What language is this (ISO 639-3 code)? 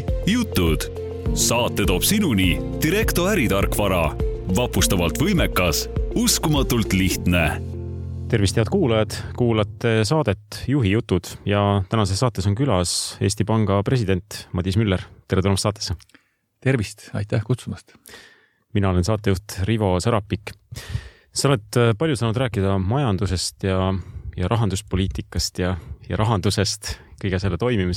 est